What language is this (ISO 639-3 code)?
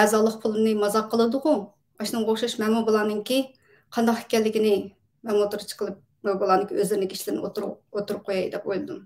uig